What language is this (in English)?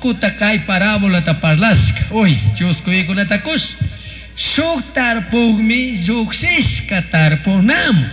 Chimborazo Highland Quichua